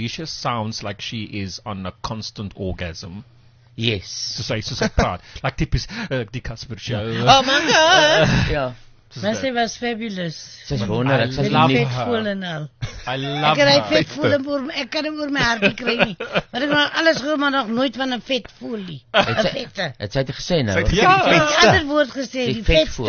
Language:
Afrikaans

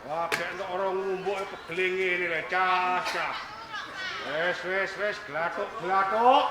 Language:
Javanese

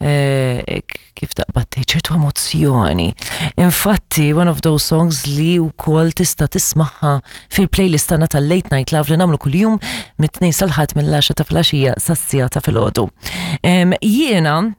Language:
Maltese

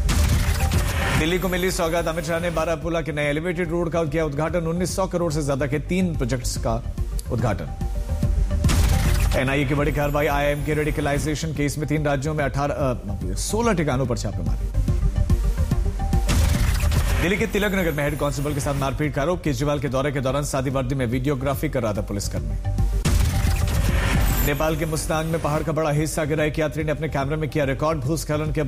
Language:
Hindi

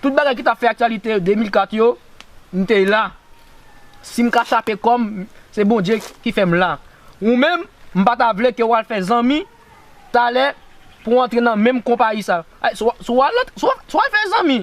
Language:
Haitian Creole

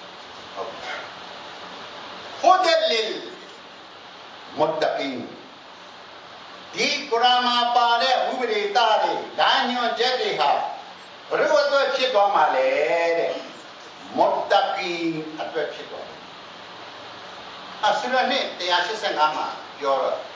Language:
Burmese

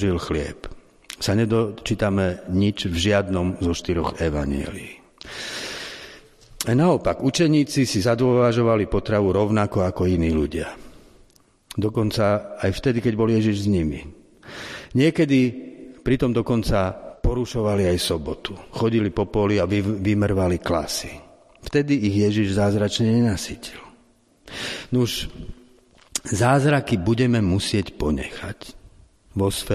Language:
Slovak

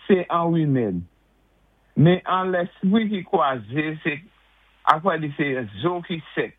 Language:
Saint Lucian Creole French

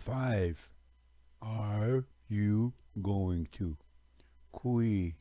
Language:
Ojibwa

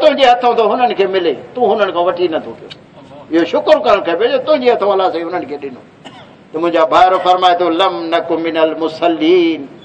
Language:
Saraiki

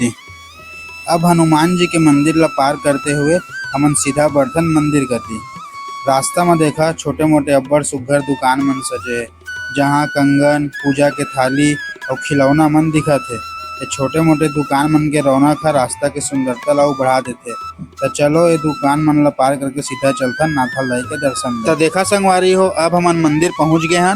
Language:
Chhattisgarhi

